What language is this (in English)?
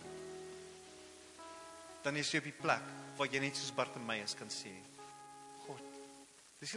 Afrikaans